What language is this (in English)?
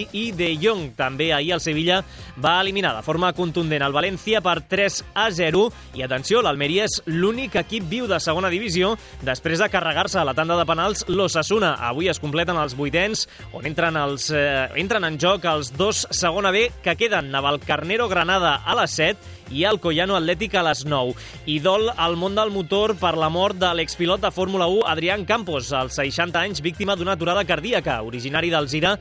Catalan